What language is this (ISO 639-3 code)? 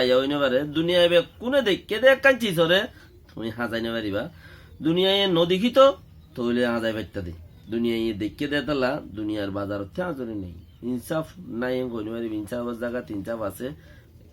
rhg